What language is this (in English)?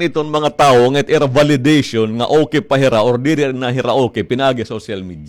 Waray